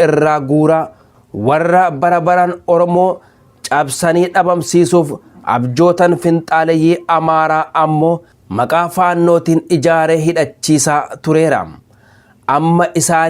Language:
Oromo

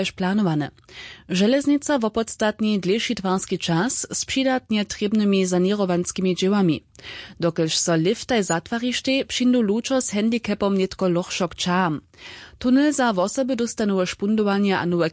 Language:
Upper Sorbian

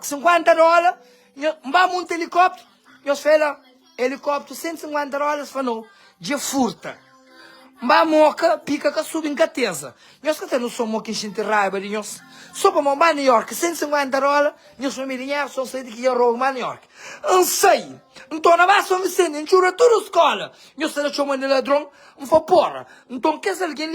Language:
Kabuverdianu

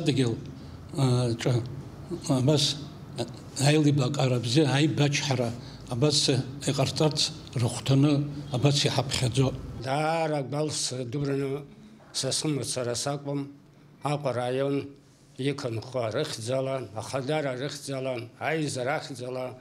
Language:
Abkhazian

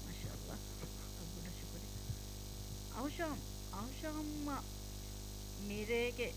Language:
Divehi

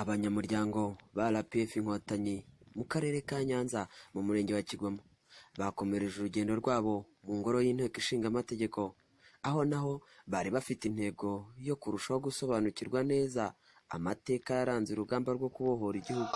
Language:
Kinyarwanda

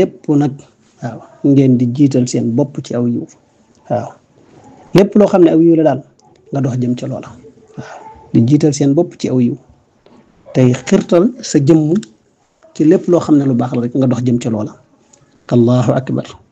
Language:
Wolof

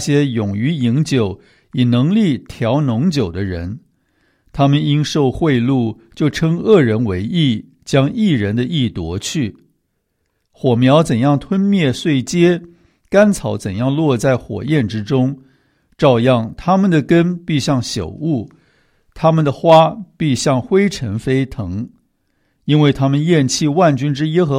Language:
Chinese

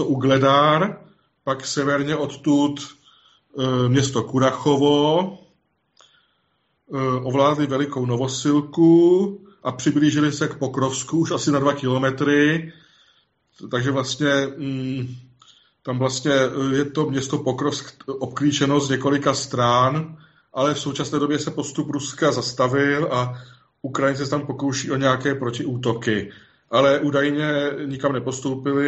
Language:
Czech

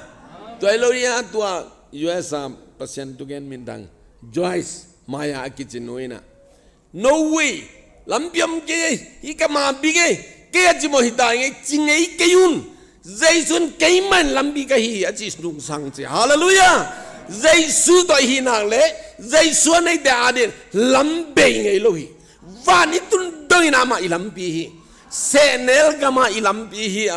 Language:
Tedim Chin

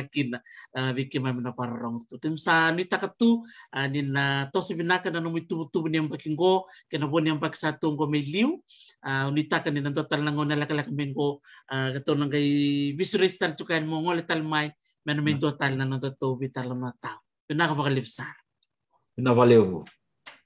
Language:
Fijian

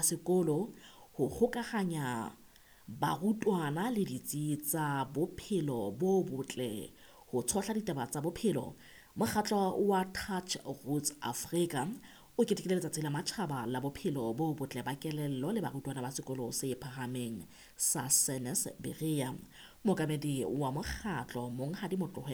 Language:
Southern Sotho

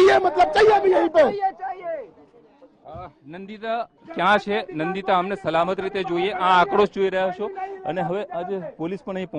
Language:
Gujarati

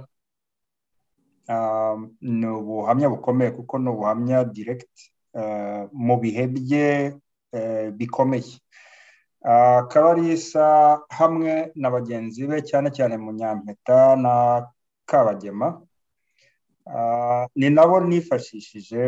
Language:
Kinyarwanda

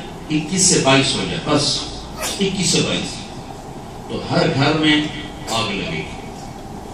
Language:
Urdu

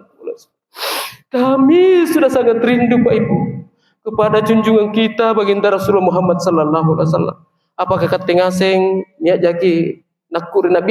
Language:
Makasar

